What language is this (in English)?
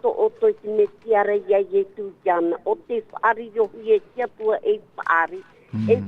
Tahitian